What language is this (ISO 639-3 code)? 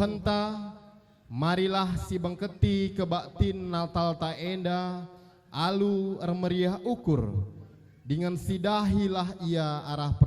btx